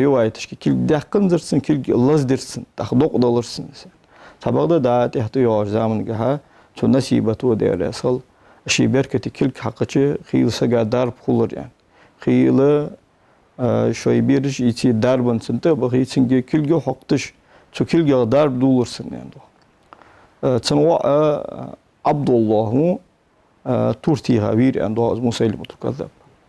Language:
Ingush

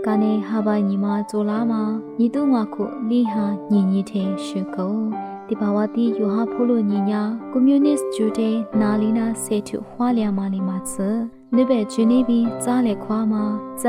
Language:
Lisu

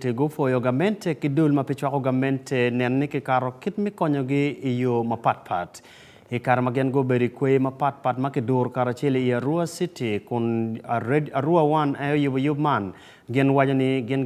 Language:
Acoli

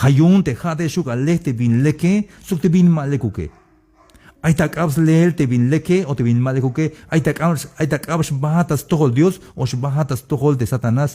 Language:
Tzeltal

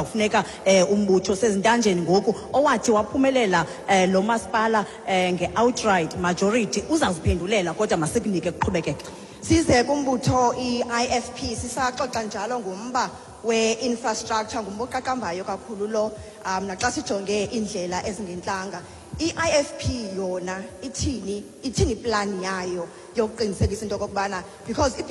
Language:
Xhosa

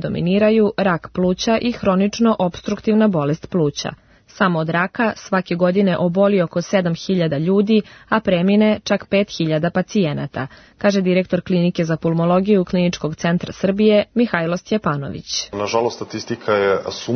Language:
Serbian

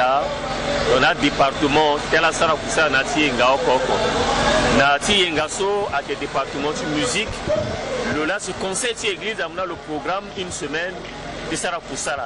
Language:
Sango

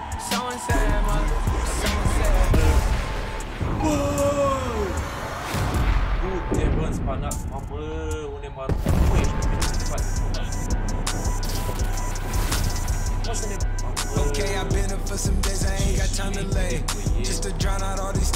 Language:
Romanian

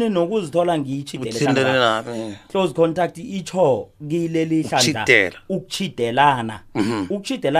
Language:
South Ndebele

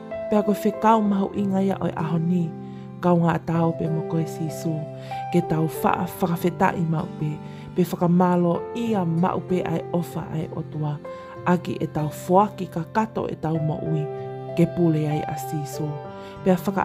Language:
Tongan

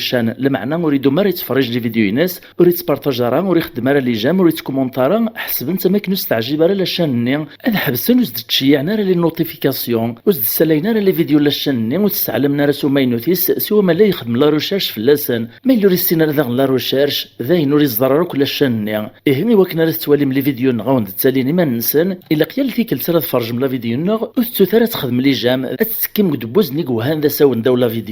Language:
Kabyle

